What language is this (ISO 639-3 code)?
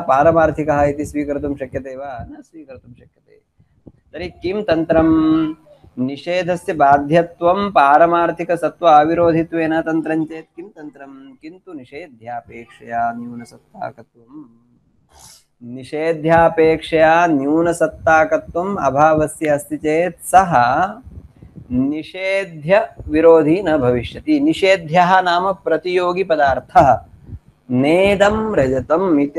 san